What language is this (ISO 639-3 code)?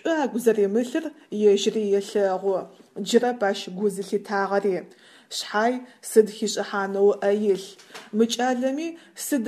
ady